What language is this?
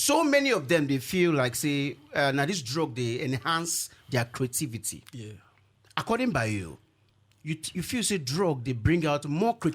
Nigerian Pidgin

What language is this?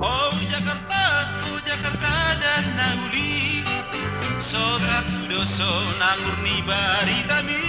Batak Toba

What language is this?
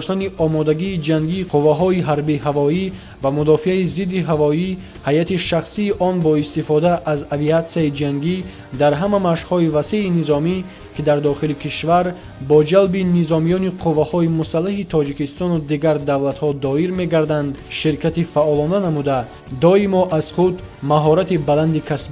Tajik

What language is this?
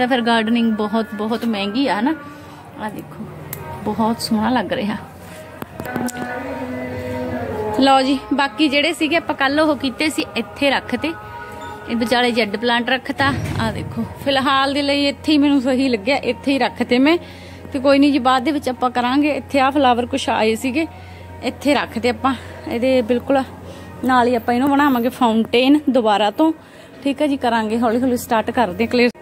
Punjabi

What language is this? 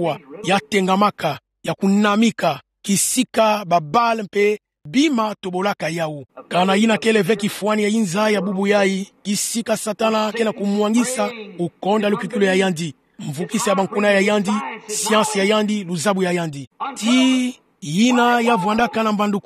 Kituba (Democratic Republic of Congo)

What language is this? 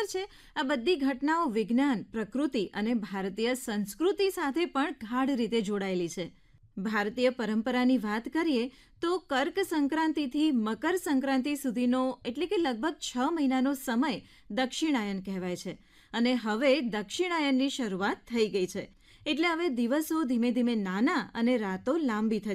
Gujarati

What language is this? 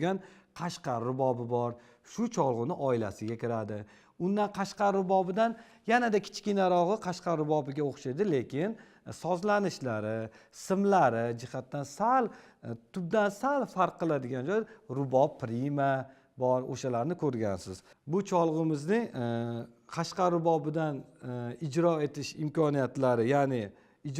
Uzbek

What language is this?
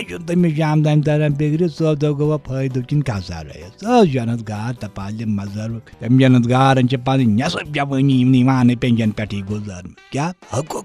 Kashmiri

